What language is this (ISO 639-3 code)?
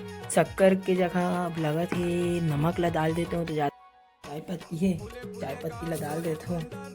hne